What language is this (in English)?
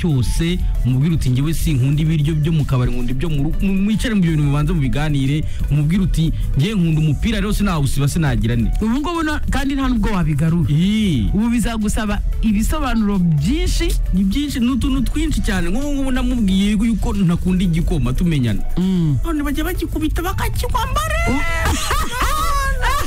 Kinyarwanda